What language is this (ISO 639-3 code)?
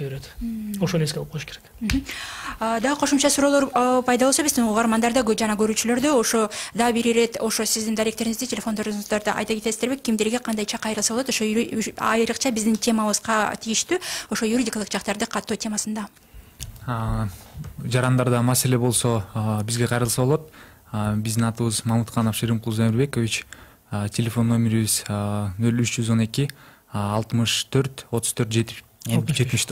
kir